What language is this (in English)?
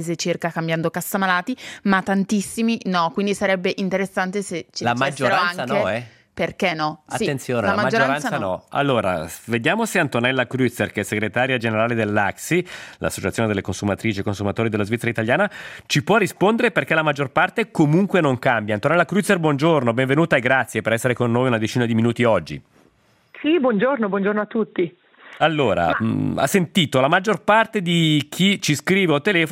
Italian